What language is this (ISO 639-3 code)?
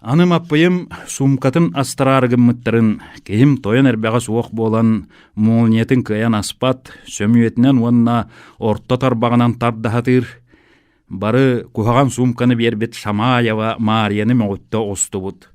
sah